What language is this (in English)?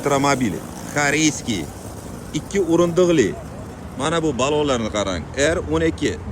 Uzbek